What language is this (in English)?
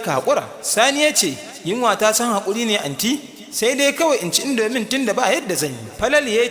Hausa